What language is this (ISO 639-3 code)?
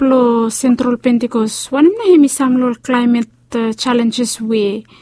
bis